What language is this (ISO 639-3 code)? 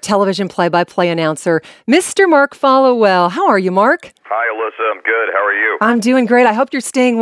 eng